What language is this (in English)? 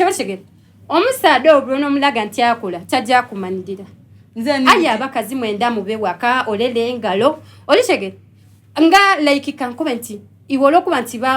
Soga